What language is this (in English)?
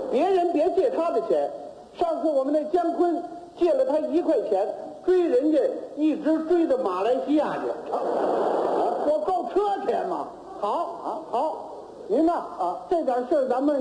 Chinese